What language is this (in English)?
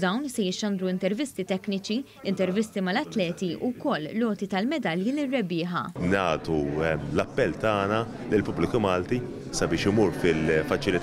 Maltese